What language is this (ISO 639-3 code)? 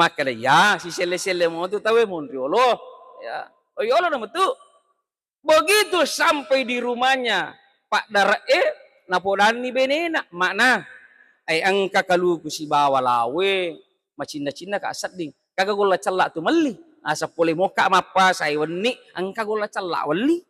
bug